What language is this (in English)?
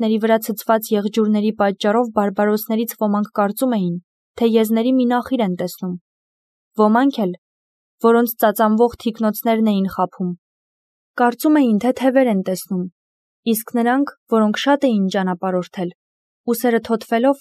Armenian